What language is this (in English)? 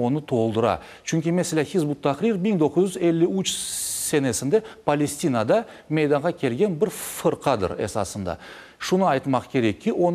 Crimean Tatar